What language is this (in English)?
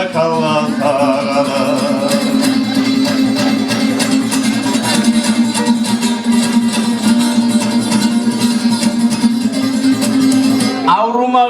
Kumyk